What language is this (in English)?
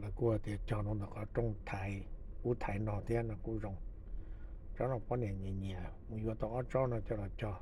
Hmong